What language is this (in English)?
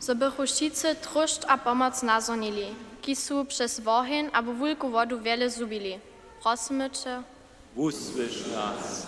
Upper Sorbian